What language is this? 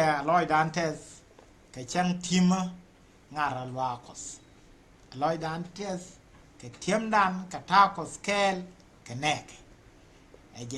Nuer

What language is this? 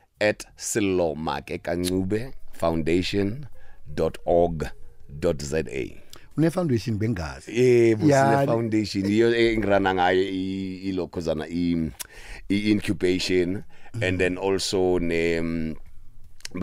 South Ndebele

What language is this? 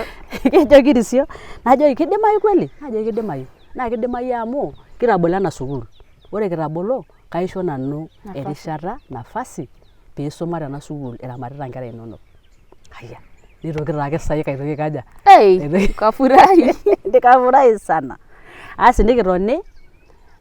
Masai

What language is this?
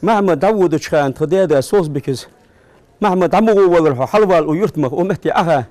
Ingush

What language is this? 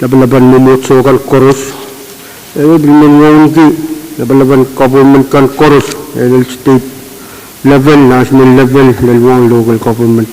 Pohnpeian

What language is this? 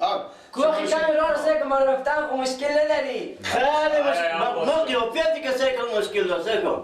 Persian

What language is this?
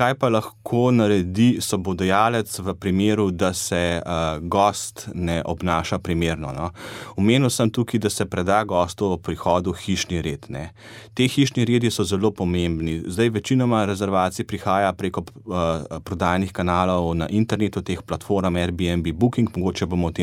Slovenian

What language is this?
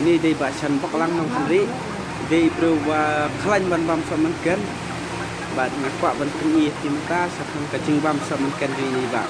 Khasi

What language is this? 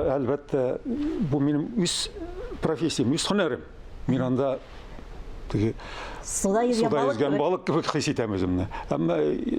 Tatar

